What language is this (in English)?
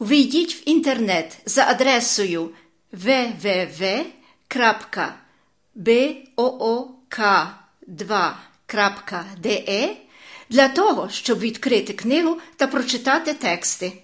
Macedonian